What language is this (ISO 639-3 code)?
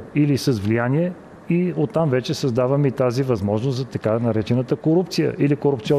bul